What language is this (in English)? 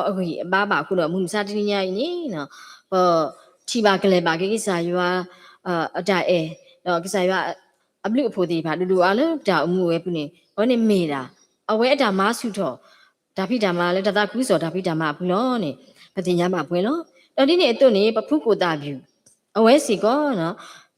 S'gaw Karen